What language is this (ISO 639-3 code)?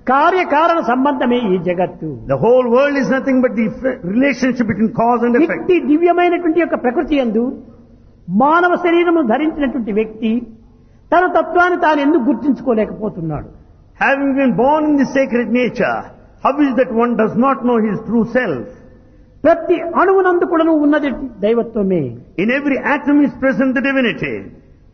tel